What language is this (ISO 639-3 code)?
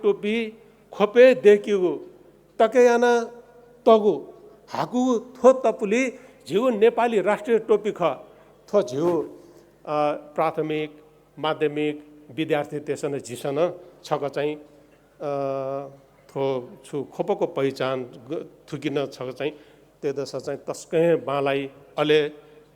new